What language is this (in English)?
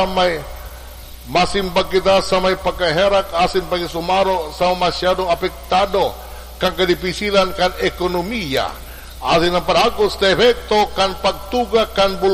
Bikol